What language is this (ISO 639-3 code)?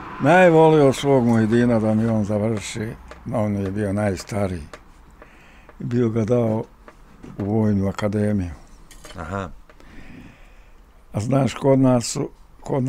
bos